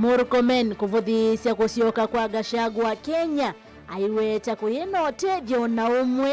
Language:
Kamba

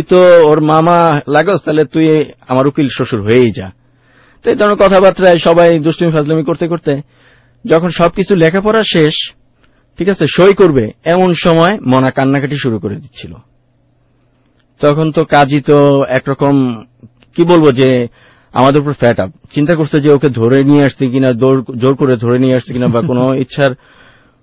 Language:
Bangla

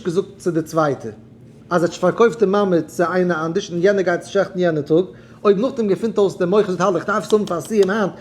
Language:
Yiddish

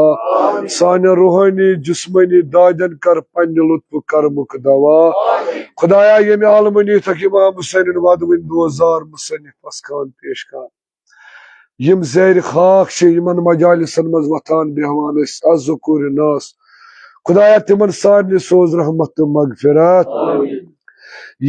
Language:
Kashmiri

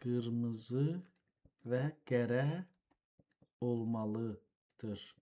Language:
South Azerbaijani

